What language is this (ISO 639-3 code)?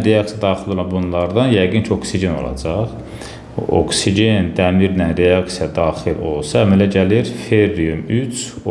aze